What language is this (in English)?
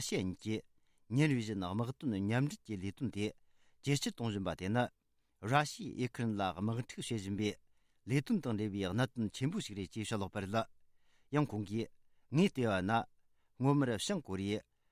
Tibetan